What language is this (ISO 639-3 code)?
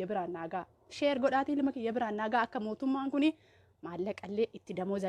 orm